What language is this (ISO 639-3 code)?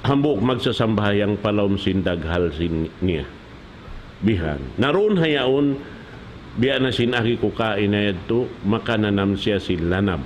tsg